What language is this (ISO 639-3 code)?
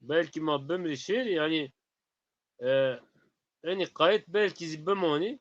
zza